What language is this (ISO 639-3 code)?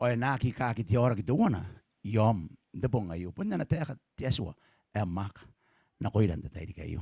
gil